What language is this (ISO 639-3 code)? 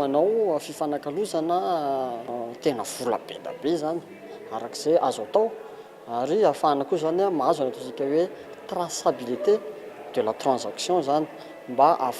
mlg